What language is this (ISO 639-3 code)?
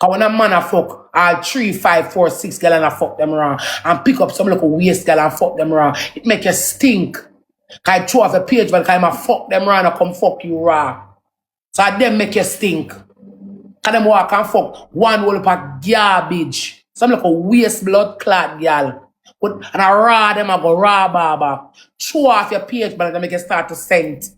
jam